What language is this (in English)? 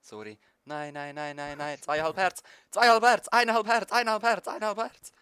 Swiss German